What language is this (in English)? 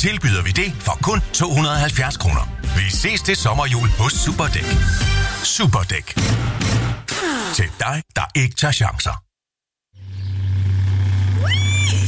Danish